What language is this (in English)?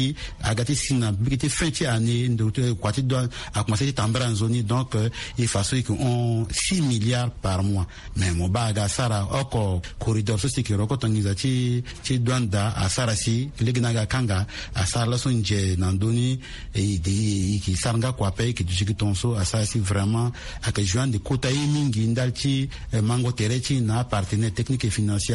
Sango